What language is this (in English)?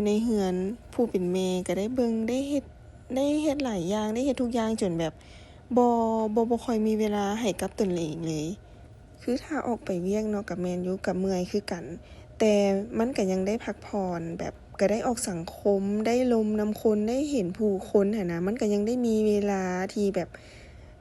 Lao